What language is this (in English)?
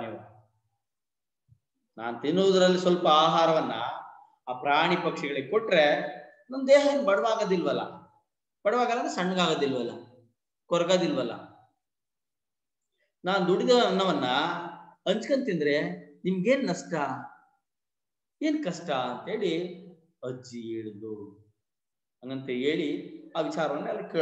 Kannada